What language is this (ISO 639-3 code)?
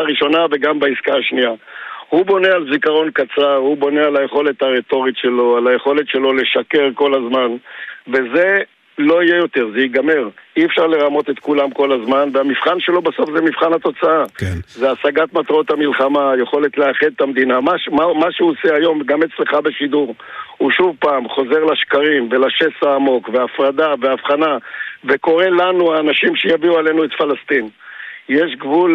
heb